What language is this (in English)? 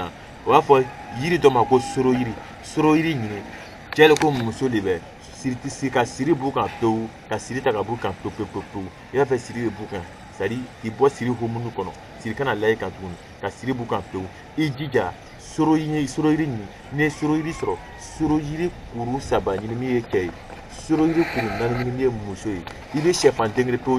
Bambara